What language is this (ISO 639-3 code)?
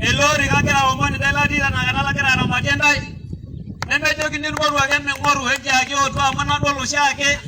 mas